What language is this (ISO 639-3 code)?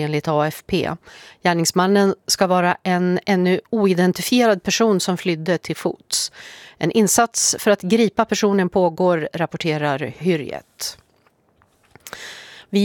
swe